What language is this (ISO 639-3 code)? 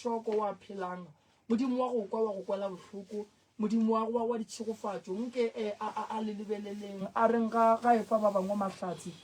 nso